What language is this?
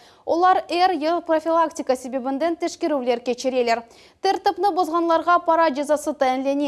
Crimean Tatar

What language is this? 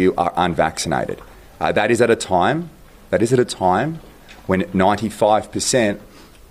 Kurdish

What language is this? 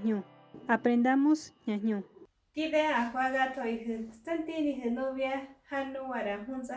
Mezquital Otomi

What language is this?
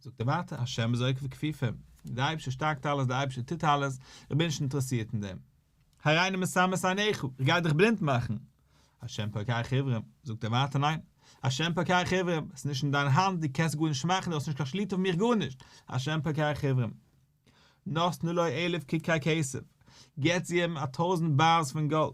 Yiddish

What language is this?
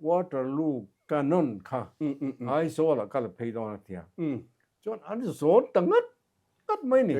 Mizo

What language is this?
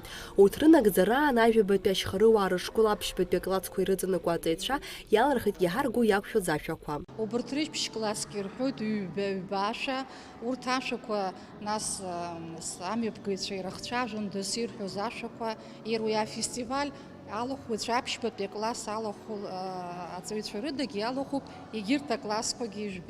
Abkhazian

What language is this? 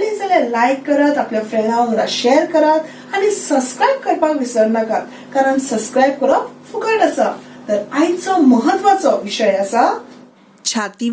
Konkani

